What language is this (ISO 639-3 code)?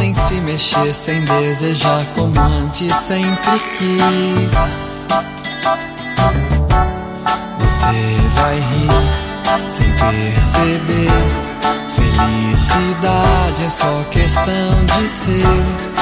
por